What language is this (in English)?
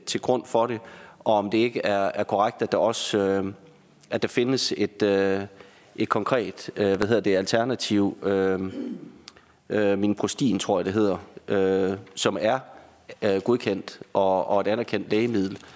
Danish